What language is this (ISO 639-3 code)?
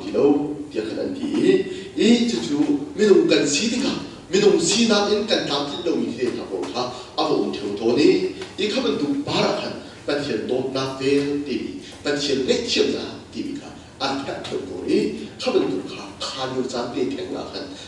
cnh